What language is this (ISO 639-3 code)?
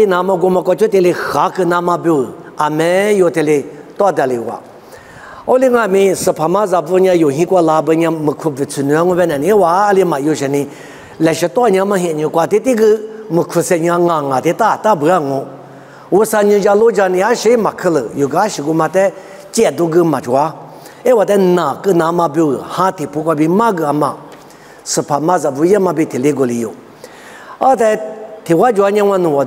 lis